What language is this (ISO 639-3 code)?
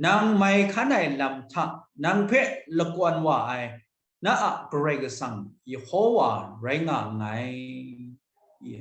kac